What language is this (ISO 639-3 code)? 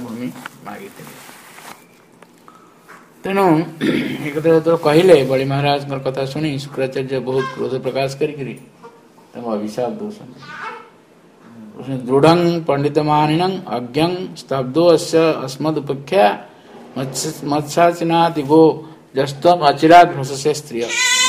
ori